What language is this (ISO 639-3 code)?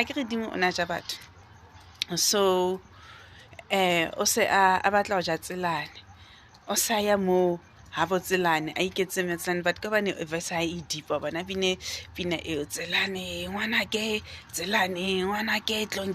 sot